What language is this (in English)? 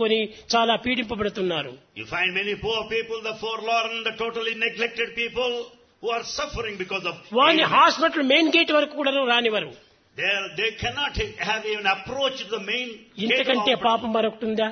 Telugu